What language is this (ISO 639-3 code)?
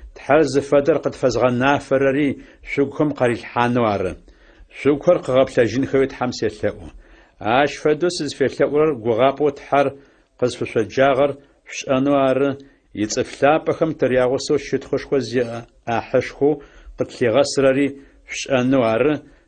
ady